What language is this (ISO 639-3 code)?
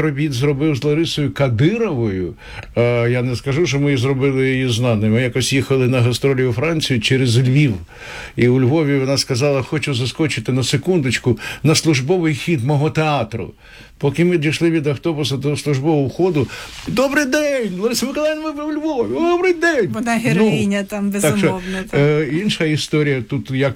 ukr